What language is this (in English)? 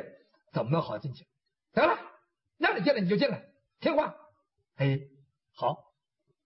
Chinese